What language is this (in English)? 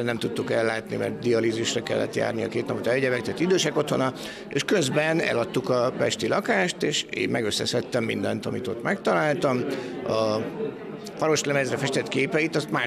Hungarian